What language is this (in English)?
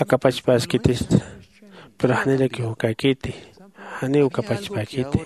Aymara